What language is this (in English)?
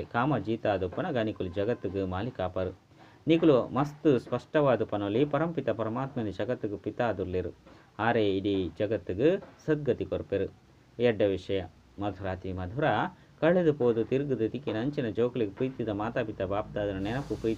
Tulu